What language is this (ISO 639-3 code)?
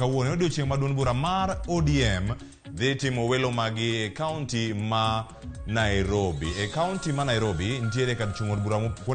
luo